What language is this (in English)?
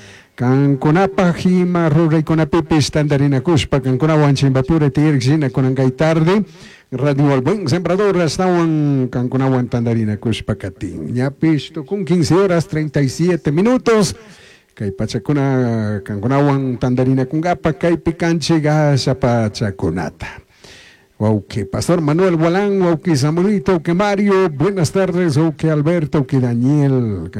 Chimborazo Highland Quichua